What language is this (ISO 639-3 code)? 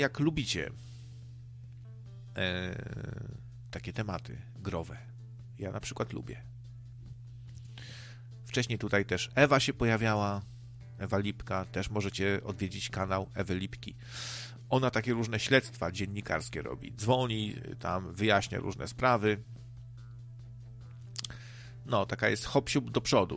pol